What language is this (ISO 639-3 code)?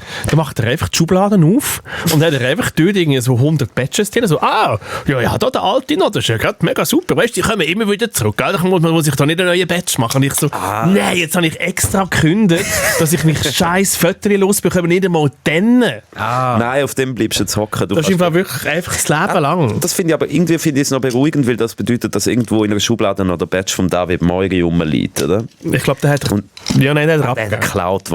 gsw